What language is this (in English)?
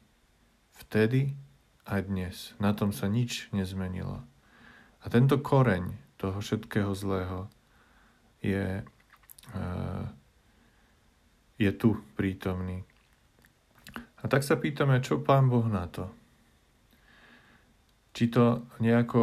Slovak